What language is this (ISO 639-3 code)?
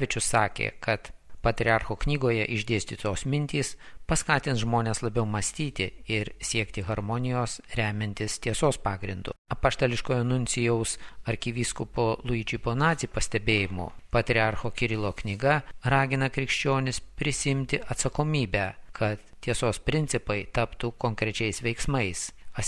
lit